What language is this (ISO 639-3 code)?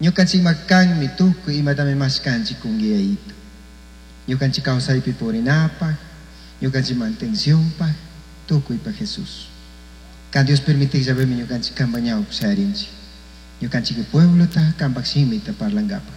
qug